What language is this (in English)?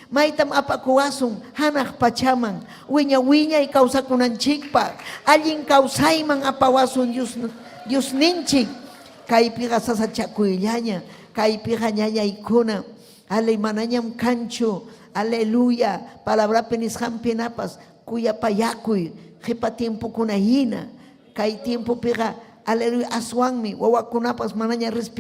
Ayacucho Quechua